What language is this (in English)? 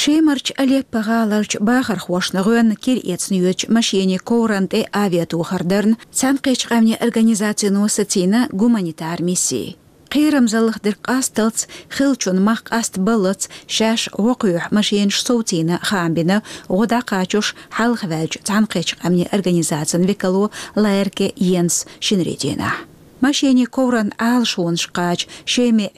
Chechen